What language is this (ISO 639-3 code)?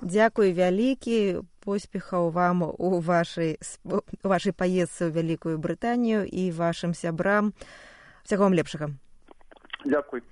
bel